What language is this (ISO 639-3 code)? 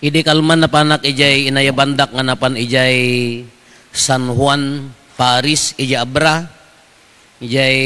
ilo